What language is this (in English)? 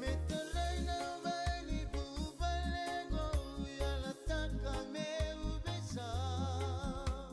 Fijian